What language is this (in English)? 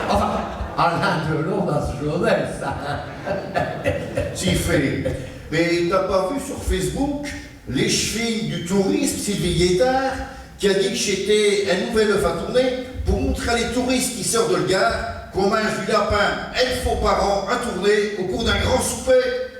Picard